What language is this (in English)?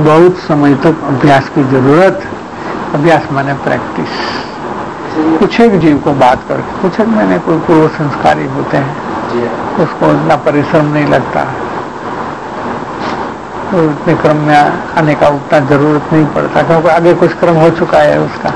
Hindi